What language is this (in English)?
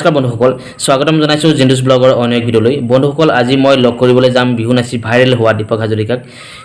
Assamese